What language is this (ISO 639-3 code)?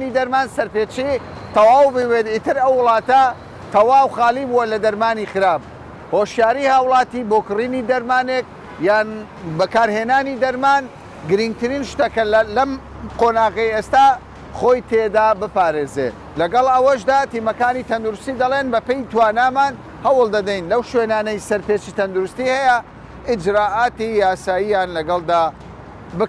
ckb